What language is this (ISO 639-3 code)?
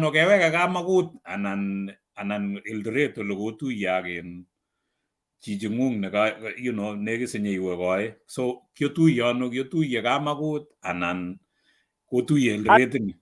kln